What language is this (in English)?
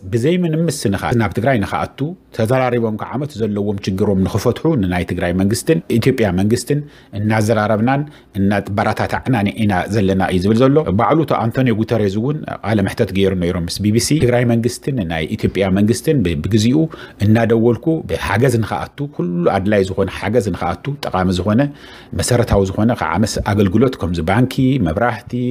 Tigrinya